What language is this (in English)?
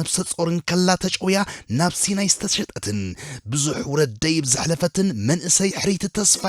Tigrinya